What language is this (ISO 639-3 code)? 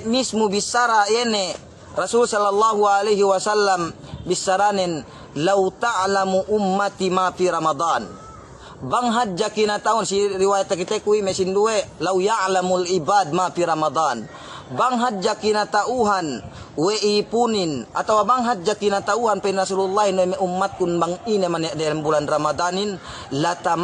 yka